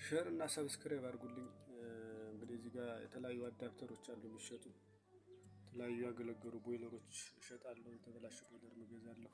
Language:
Amharic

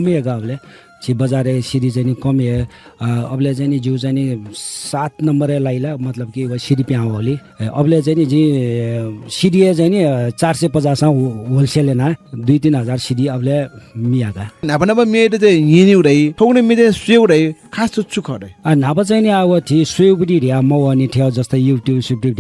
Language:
Newari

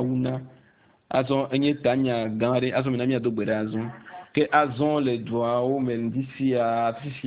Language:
Ewe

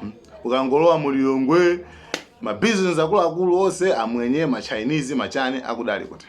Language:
Nyanja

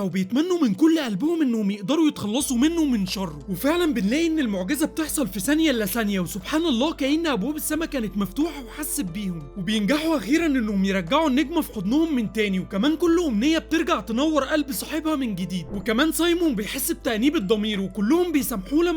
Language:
Egyptian Arabic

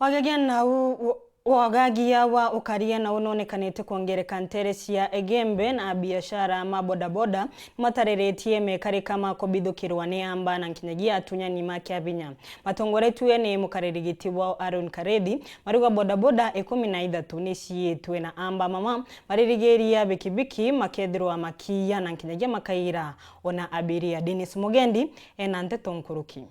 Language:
Meru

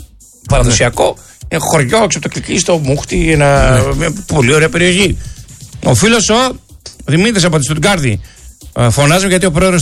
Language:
Greek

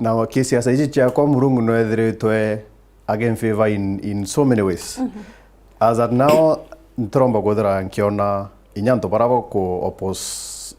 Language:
Meru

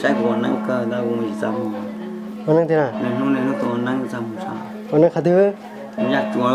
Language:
Hmong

